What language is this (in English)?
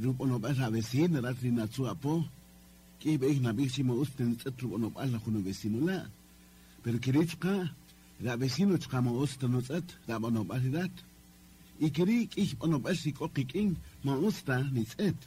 Kaqchikel